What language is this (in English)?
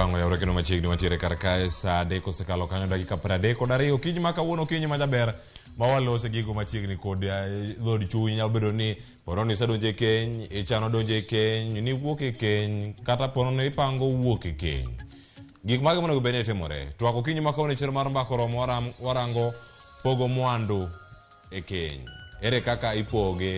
Luo (Kenya and Tanzania)